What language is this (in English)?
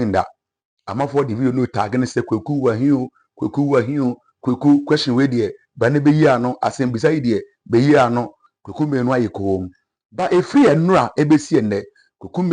Akan